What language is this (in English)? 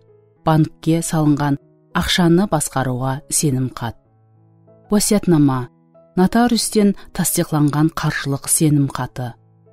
Kara-Kalpak